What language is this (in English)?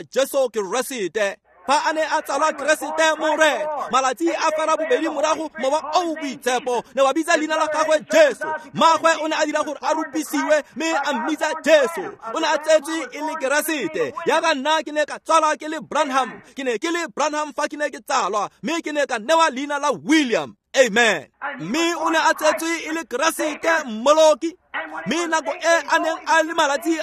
Tswana